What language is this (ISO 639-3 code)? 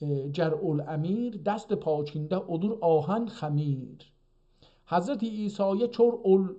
azb